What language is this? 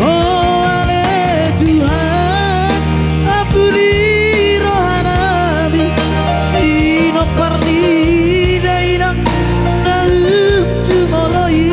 Batak Toba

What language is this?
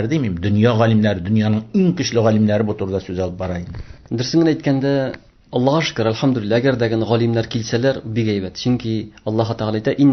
Tatar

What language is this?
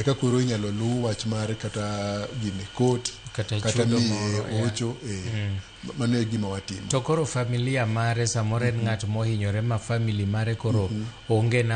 Luo (Kenya and Tanzania)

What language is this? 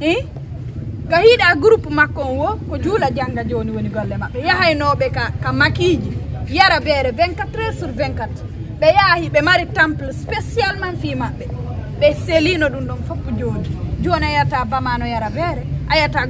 Fula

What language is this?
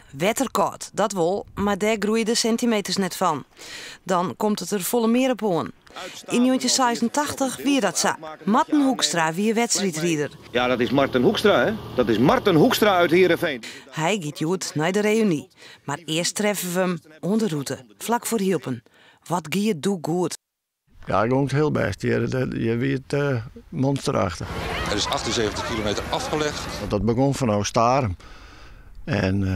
Western Frisian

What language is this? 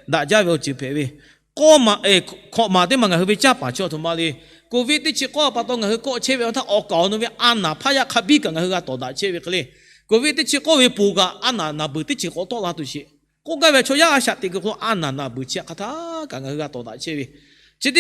Lahu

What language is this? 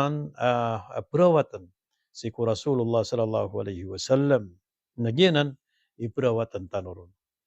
Maranao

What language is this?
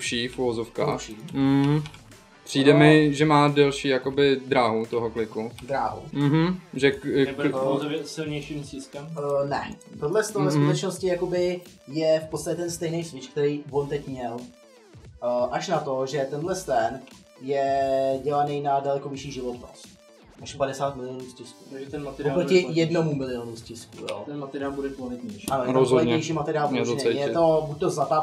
Czech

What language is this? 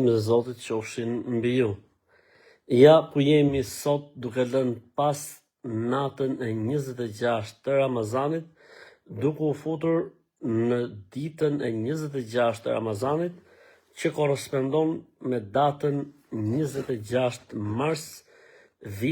Albanian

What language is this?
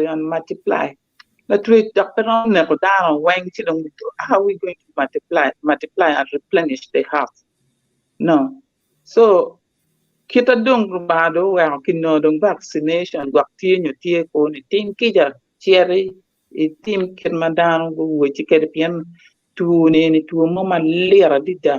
Acoli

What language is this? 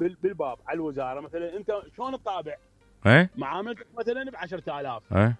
Mesopotamian Arabic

